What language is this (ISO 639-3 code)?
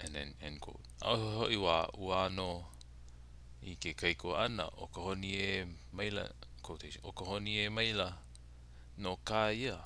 haw